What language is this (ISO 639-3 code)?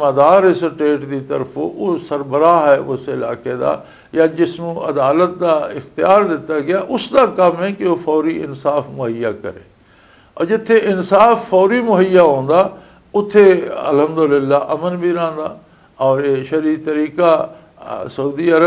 lah